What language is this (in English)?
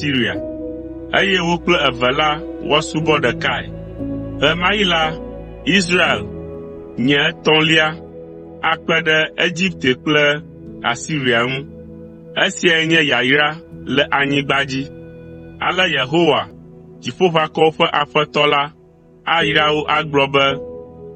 Ewe